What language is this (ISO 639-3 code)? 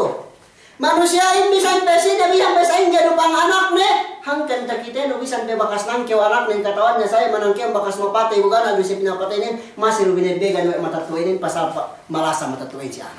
yka